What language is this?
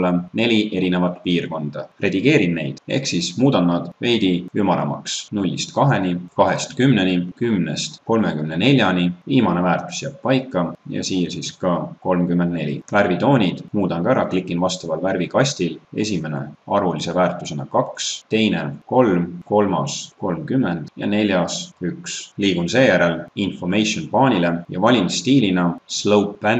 Estonian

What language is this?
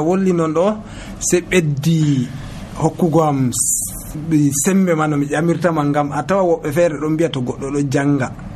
Nigerian Fulfulde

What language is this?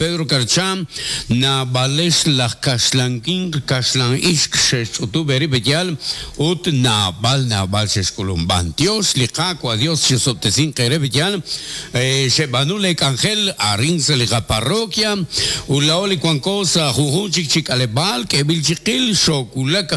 Kekchí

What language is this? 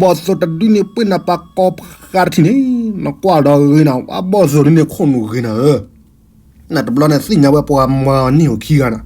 S'gaw Karen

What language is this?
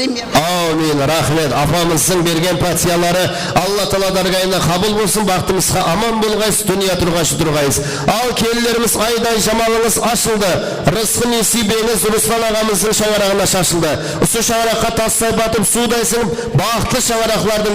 Kara-Kalpak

